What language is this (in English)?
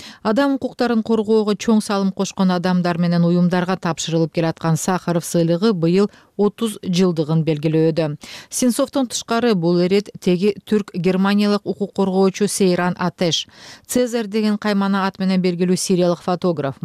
Kyrgyz